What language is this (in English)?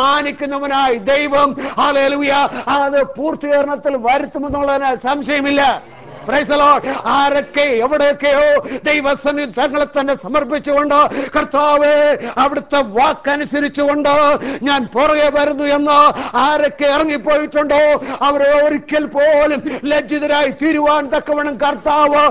Malayalam